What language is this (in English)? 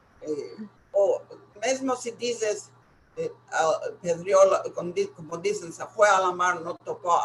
Ladino